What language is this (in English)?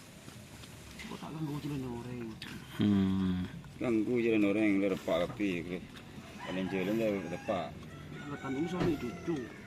Madurese